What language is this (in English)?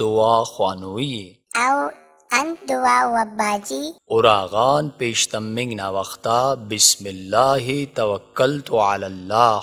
Brahui